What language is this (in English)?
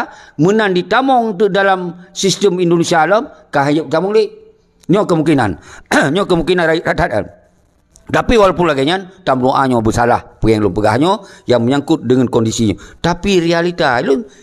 Achinese